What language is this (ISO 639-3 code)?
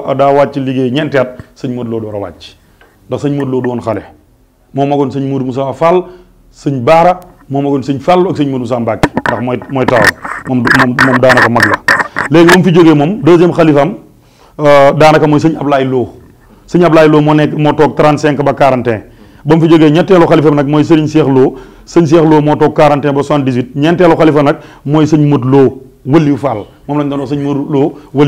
wol